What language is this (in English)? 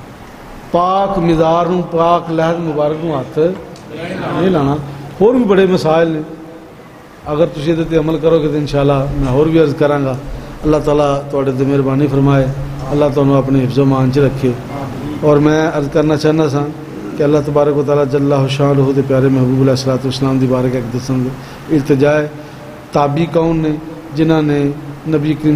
Western Panjabi